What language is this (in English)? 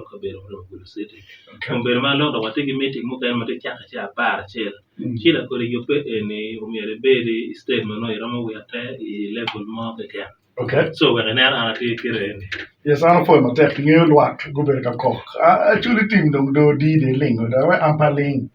Acoli